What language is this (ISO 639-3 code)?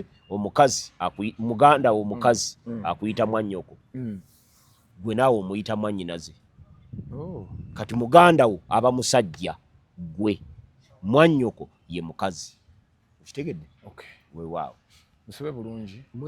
lug